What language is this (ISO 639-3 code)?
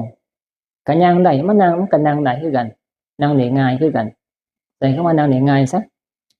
tts